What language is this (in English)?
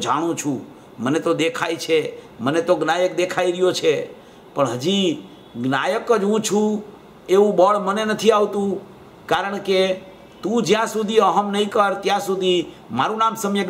Gujarati